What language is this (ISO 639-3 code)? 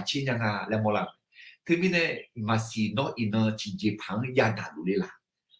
ahk